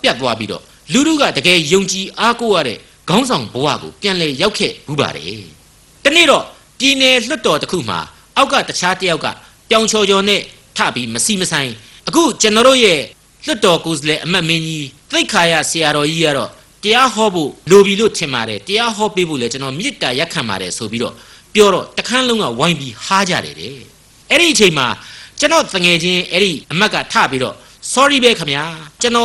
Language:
Burmese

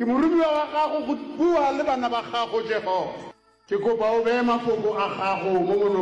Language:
Northern Sotho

